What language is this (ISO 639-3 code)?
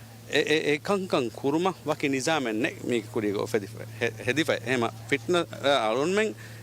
div